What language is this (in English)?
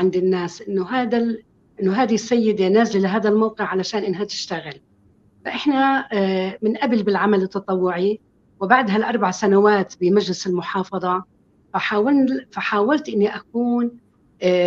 North Levantine Arabic